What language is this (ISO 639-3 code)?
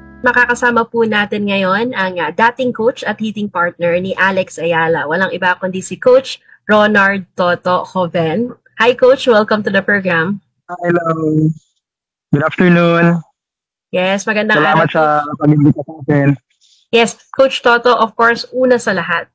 fil